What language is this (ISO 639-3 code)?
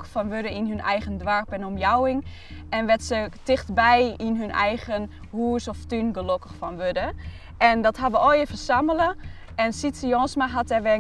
fry